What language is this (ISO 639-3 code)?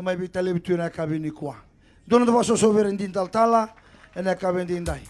fij